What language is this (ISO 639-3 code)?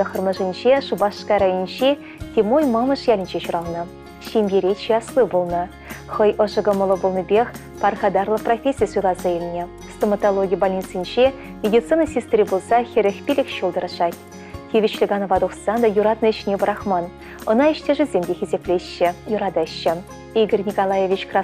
chv